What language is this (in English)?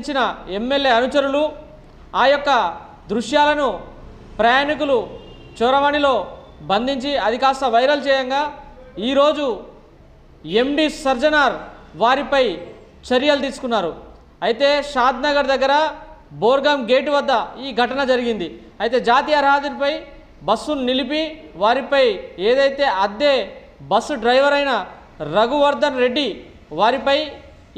Telugu